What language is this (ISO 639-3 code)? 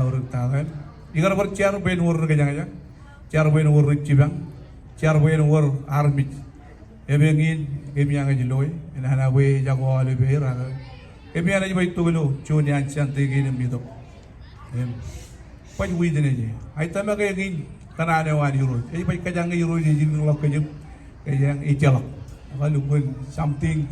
mah